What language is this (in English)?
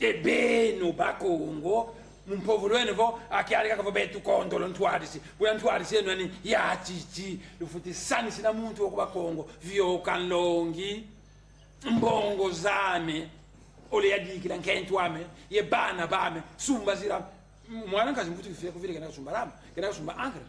Kongo